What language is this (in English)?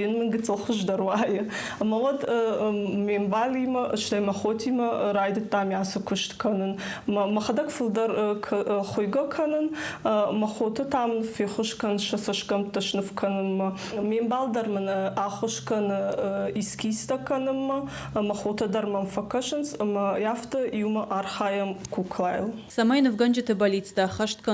Ossetic